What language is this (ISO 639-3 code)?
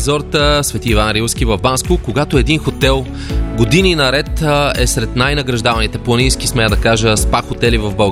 bul